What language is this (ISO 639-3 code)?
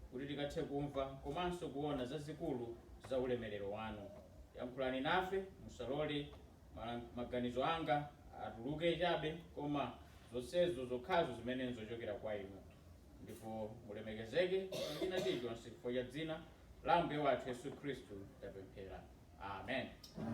nya